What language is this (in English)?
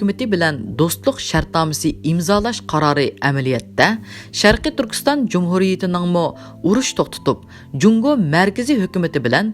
Uyghur